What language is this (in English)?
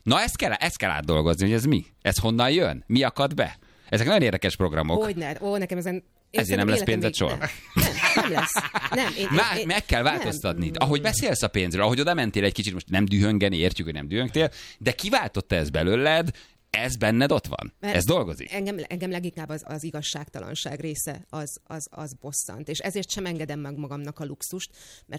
Hungarian